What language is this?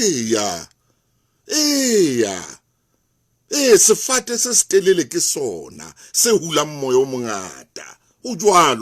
Southern Sotho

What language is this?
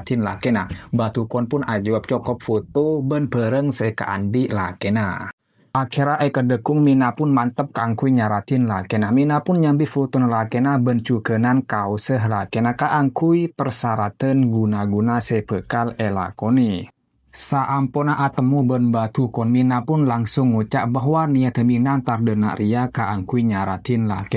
Madurese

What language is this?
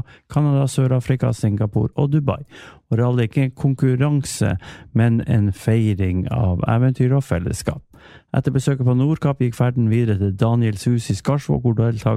Norwegian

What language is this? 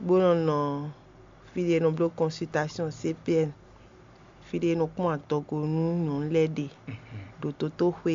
Fon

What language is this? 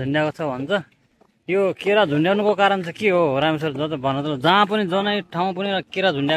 Nepali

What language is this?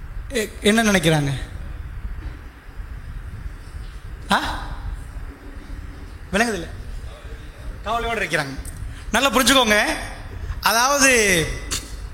Tamil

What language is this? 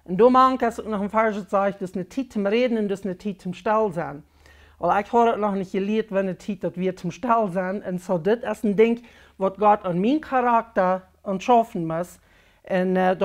Plautdietsch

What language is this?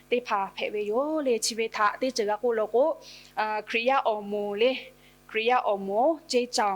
Lahu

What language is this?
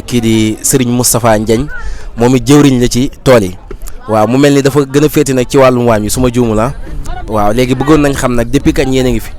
Wolof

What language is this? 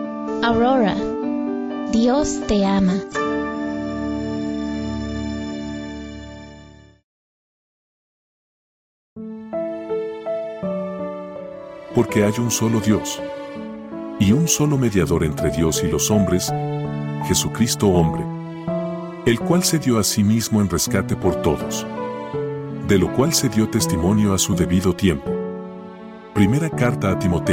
Spanish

